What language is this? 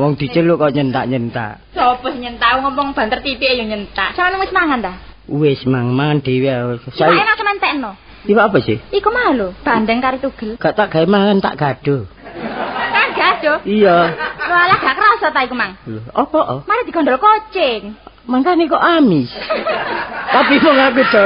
Javanese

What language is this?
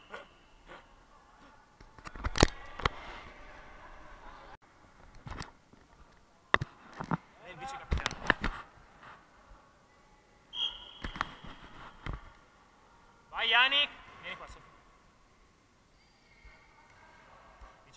Italian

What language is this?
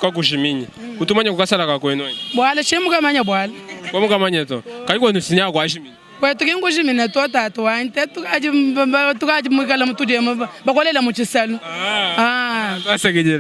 Luba-Lulua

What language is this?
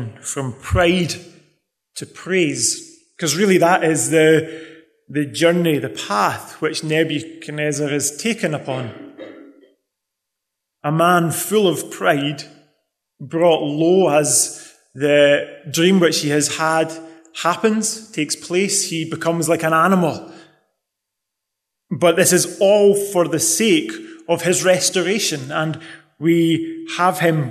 English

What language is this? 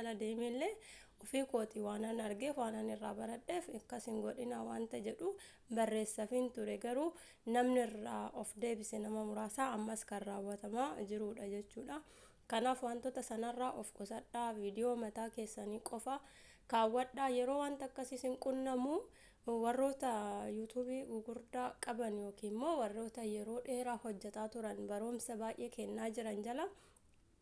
Oromo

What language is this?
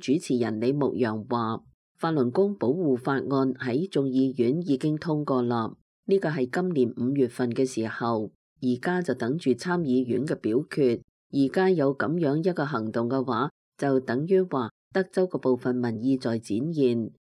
Cantonese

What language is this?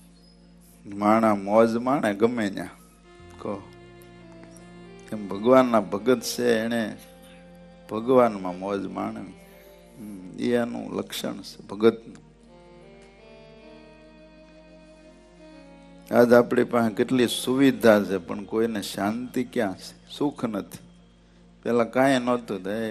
Gujarati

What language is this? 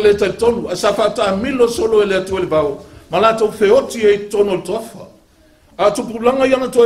Samoan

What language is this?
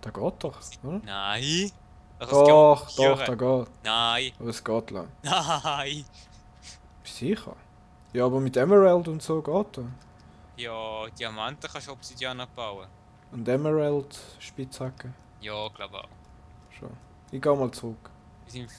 Swiss German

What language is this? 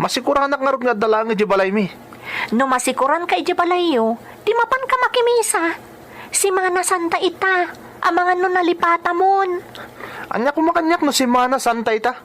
Iloko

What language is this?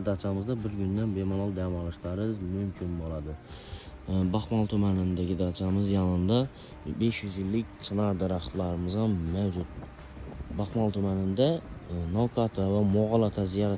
Uzbek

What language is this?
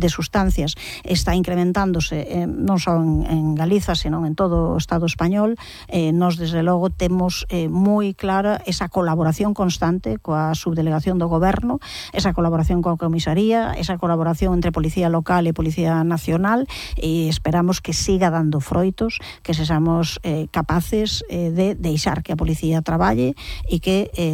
Galician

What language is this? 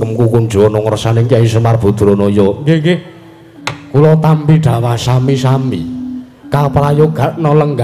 Javanese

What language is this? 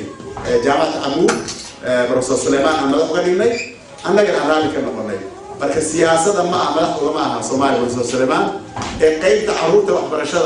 Somali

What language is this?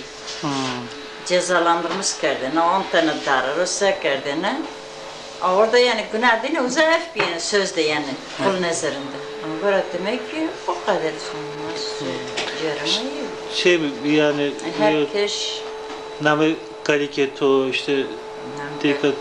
Zaza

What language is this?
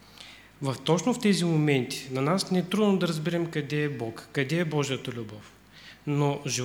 Bulgarian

